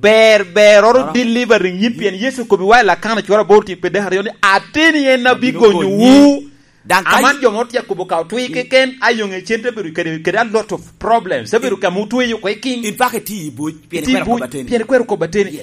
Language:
Lango (Uganda)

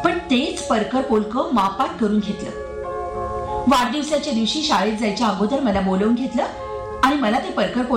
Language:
Marathi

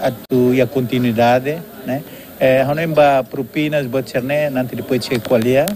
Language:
Tetum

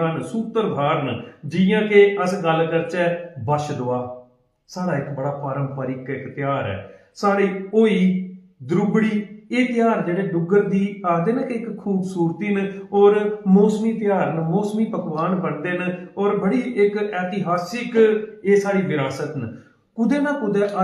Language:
Dogri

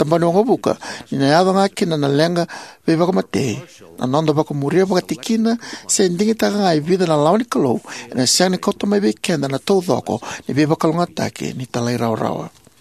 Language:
Fijian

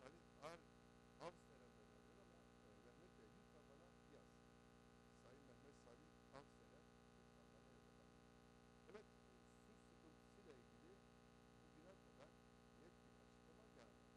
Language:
Turkish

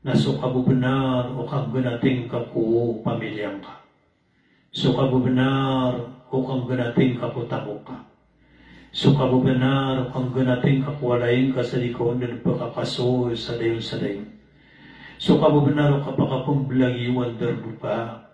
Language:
Maranao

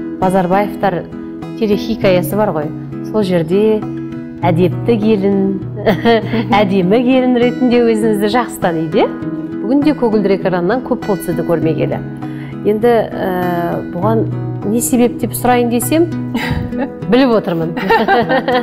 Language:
Kazakh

